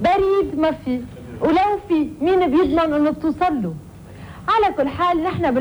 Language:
North Levantine Arabic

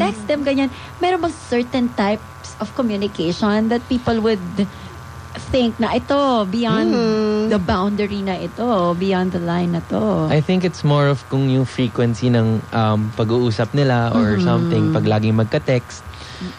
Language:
Filipino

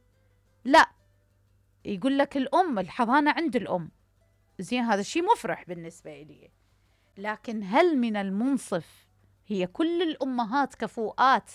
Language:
Mesopotamian Arabic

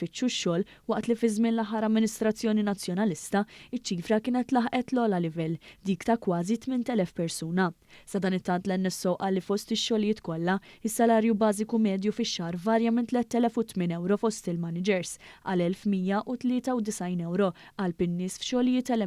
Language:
Maltese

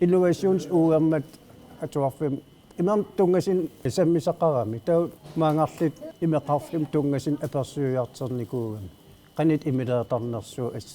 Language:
Kalaallisut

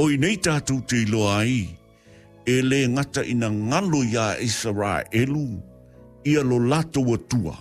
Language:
Samoan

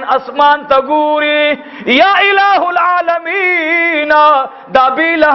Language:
Pashto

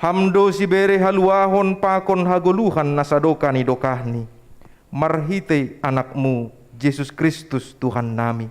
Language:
Batak Simalungun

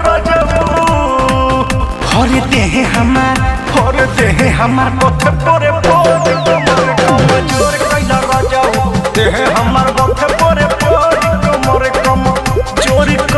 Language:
Bhojpuri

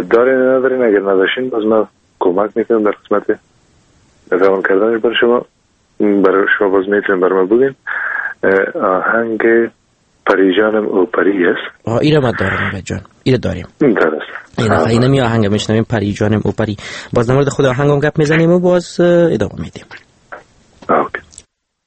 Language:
Persian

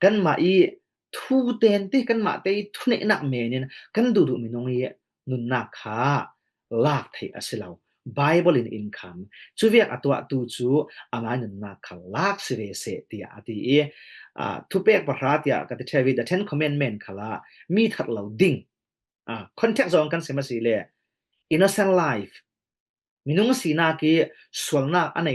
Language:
Falam Chin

